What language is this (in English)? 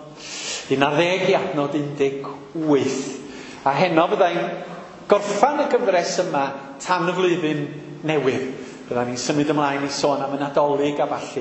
Welsh